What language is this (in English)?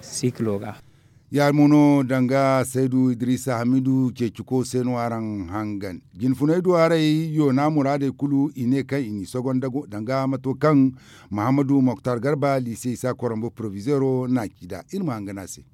Zarma